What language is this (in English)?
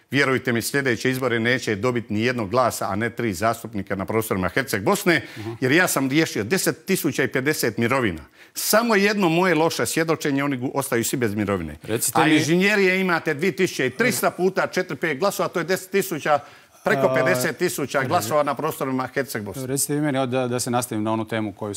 Croatian